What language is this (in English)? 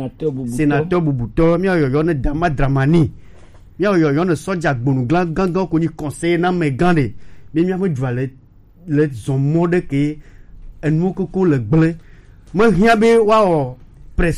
Gen